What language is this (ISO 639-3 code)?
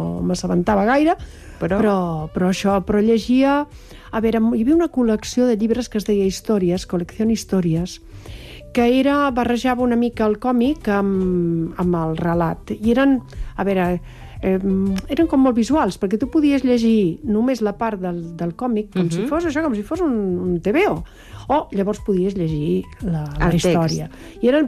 cat